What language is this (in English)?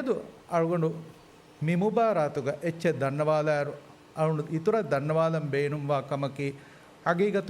Divehi